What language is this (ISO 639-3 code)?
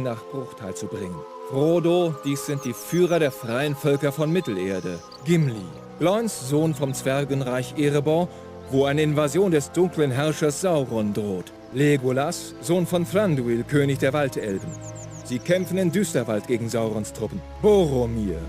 bar